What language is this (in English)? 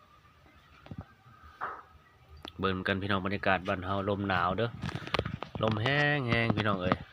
Lao